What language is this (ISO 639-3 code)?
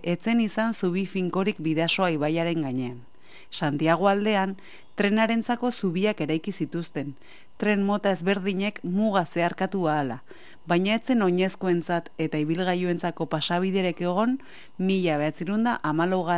eus